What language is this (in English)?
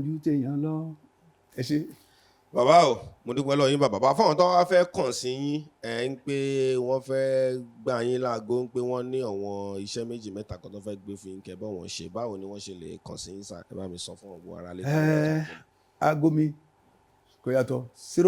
Yoruba